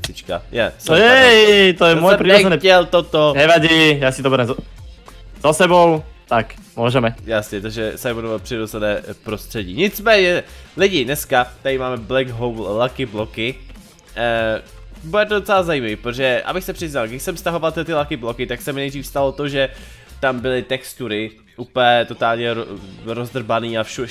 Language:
Czech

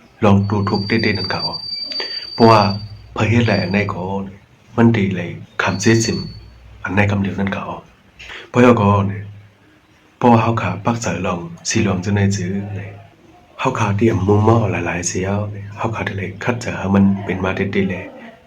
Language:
Shan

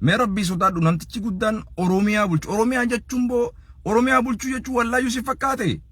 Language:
Oromo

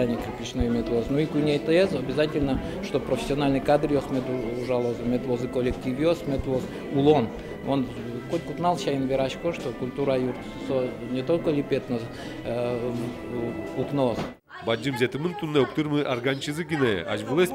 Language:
Udmurt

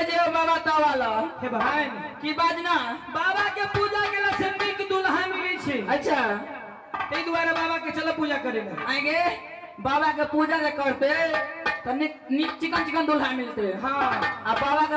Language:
Maithili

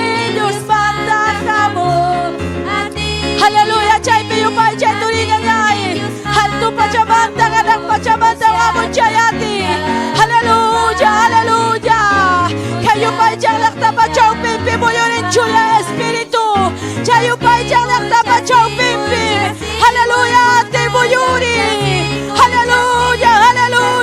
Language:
Ayacucho Quechua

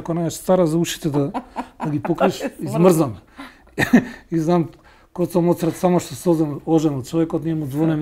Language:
Macedonian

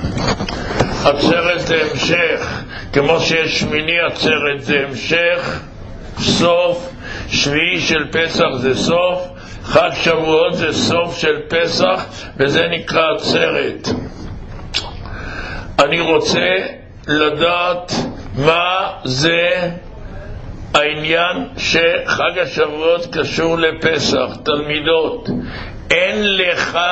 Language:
Hebrew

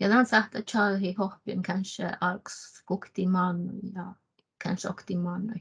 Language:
Northern Sami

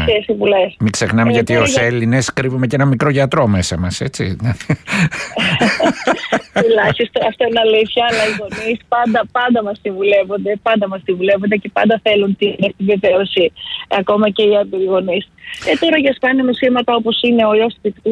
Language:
Greek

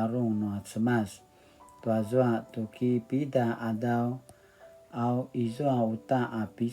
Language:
Paiwan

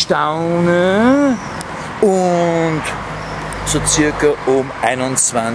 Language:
Bavarian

